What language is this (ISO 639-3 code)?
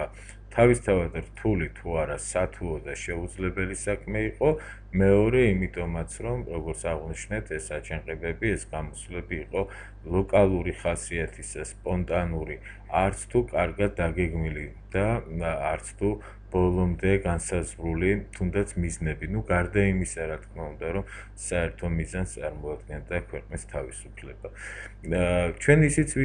kat